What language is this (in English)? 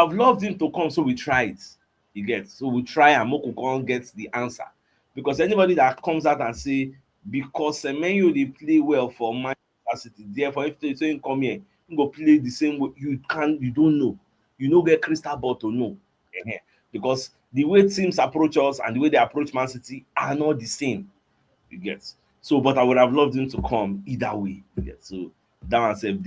Nigerian Pidgin